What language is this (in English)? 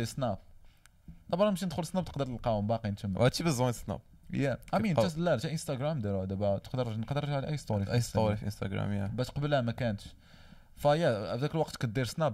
Moroccan Arabic